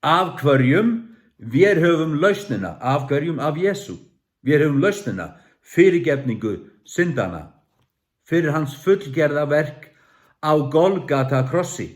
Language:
Faroese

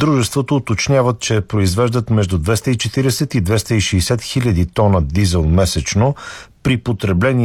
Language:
Bulgarian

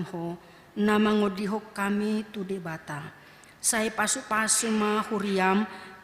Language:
Batak Toba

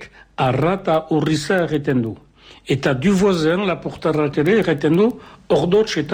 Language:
Basque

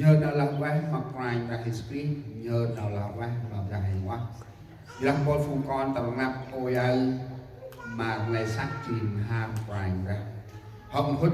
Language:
Central Mnong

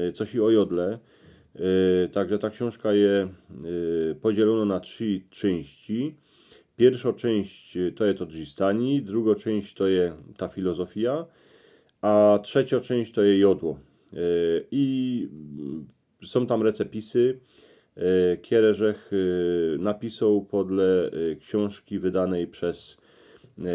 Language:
Silesian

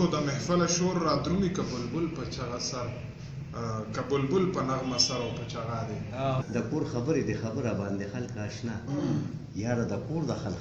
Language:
Pashto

